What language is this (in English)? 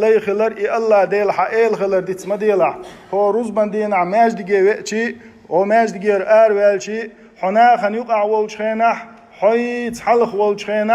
Chechen